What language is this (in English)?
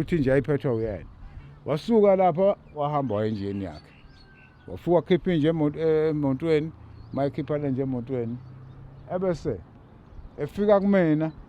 Zulu